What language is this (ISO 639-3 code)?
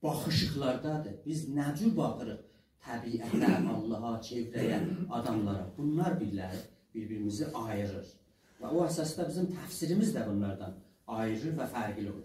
azb